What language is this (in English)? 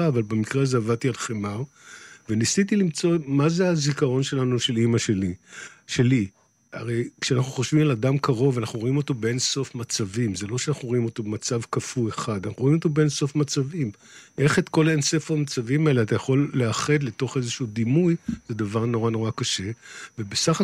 Hebrew